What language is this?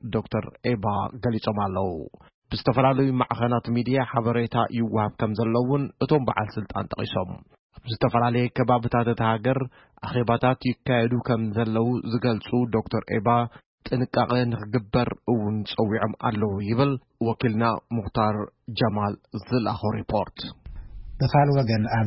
Tigrinya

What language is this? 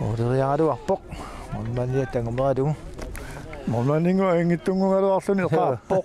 Kalaallisut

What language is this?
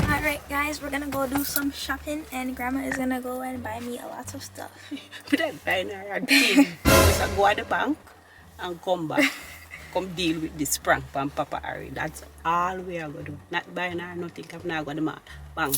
Jamaican Creole English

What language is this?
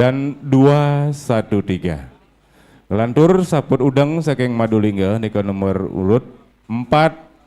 Balinese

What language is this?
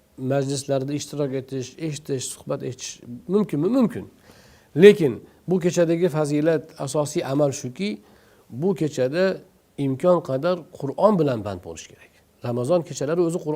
Uzbek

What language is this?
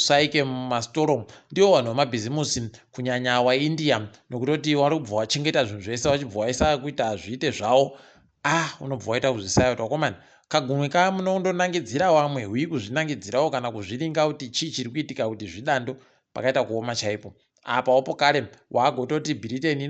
Ndau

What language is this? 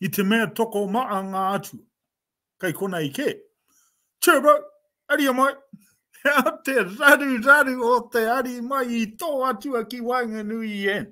Māori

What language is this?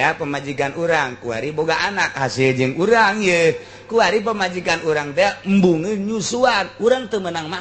Sundanese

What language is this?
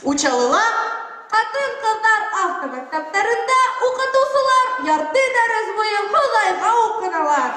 Bashkir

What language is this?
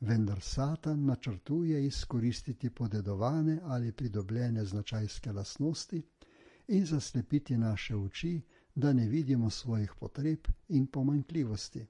Slovenian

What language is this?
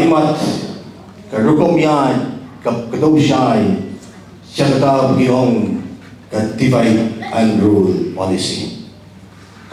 Khasi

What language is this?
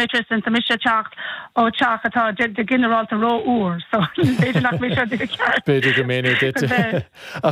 Irish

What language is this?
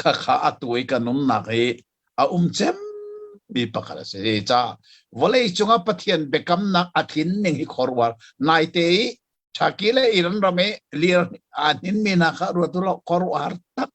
Hakha Chin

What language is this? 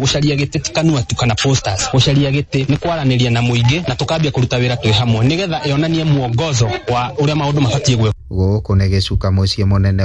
Kikuyu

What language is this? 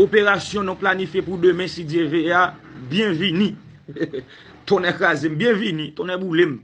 Haitian Creole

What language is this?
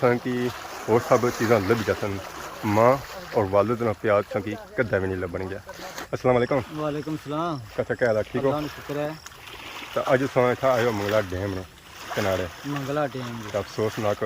Pahari-Potwari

